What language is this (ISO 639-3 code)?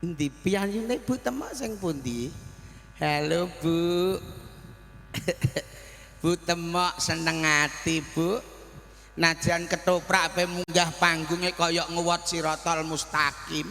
jav